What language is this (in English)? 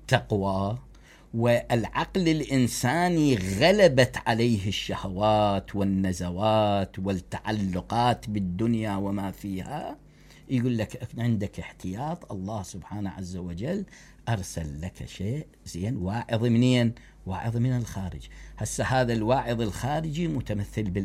Mesopotamian Arabic